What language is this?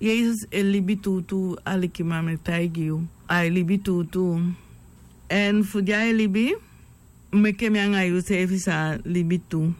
Sranan Tongo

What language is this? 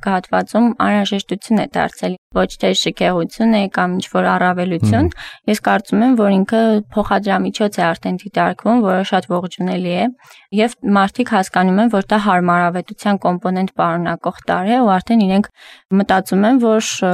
Armenian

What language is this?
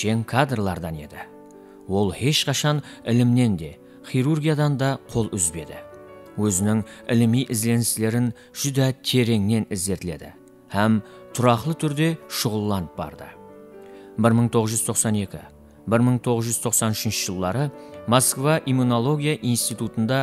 Kara-Kalpak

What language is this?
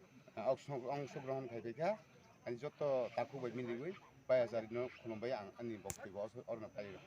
Kok Borok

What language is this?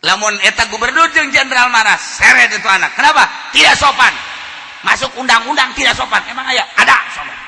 Sundanese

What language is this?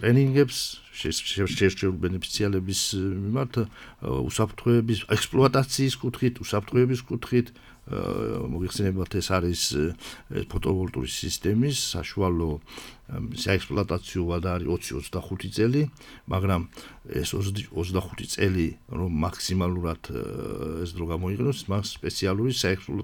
Georgian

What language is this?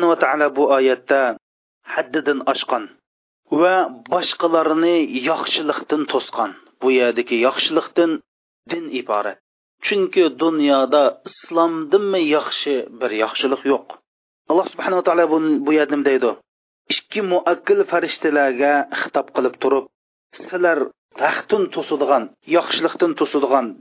Uyghur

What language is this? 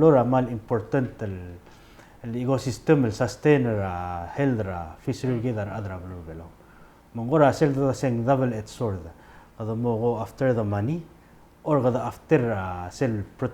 Palauan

